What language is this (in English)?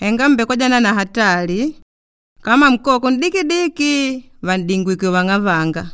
Makonde